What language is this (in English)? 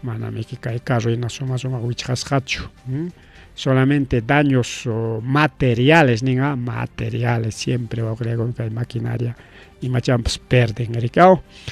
Ayacucho Quechua